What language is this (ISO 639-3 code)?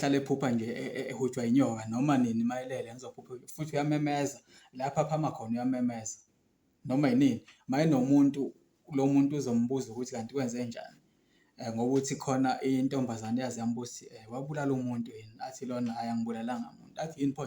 zul